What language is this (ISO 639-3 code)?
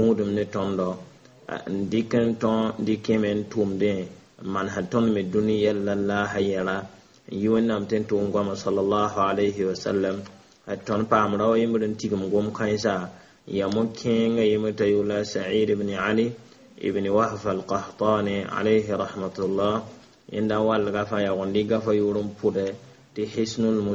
mos